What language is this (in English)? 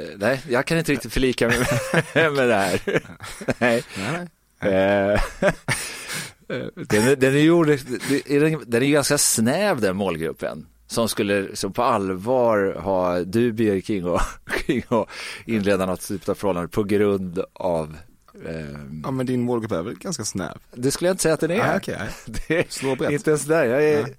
Swedish